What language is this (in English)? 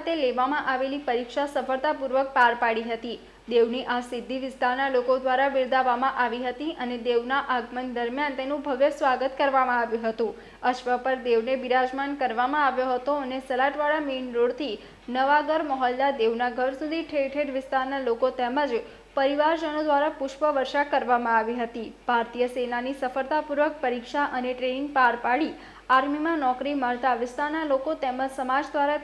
Gujarati